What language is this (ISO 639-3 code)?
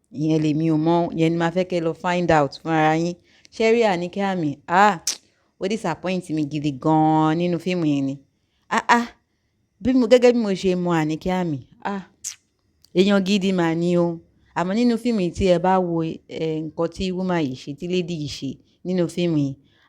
yor